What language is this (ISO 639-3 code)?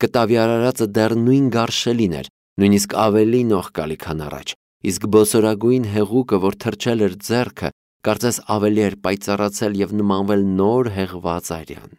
hye